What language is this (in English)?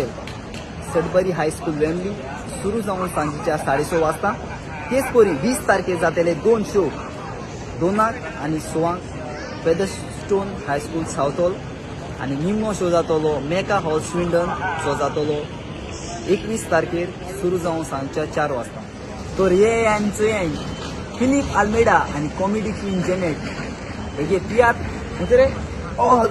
Konkani